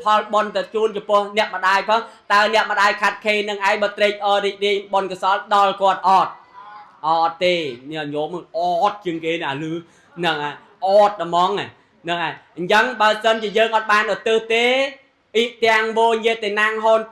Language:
Khmer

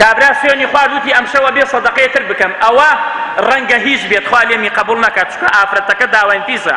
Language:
Central Kurdish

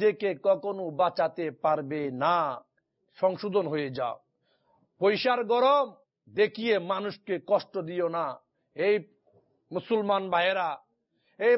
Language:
Bangla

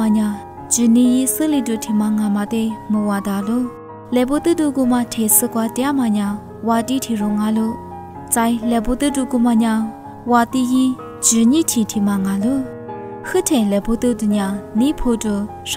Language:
Lisu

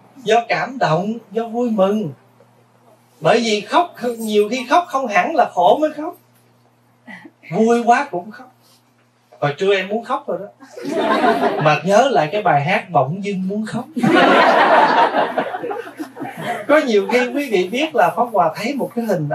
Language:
Vietnamese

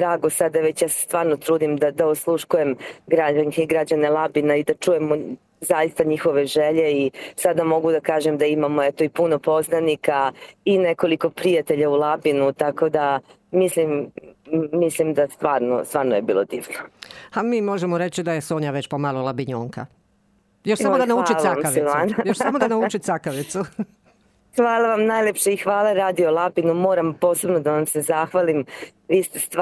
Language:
Croatian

